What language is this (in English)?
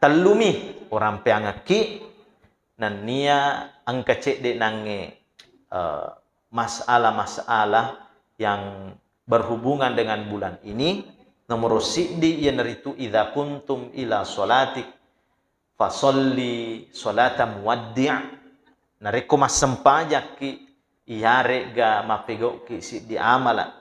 Buginese